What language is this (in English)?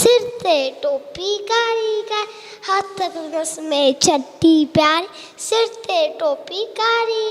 Sindhi